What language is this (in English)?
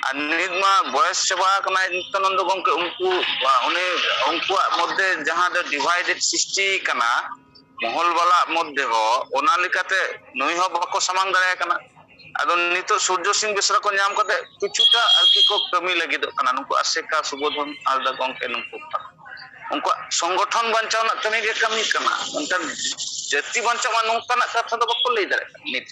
Santali